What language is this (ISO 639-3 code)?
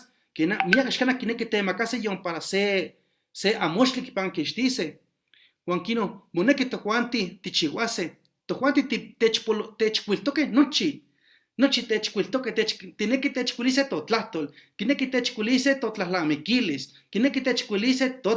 nhe